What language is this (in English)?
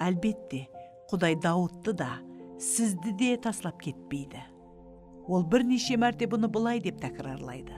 Kara-Kalpak